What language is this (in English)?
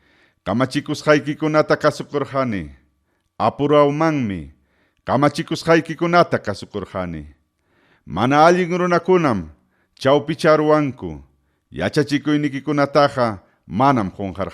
Ayacucho Quechua